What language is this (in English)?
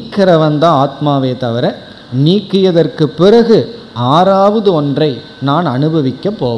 Tamil